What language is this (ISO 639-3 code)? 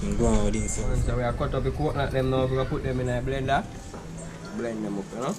jam